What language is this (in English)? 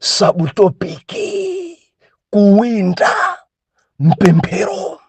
Nyanja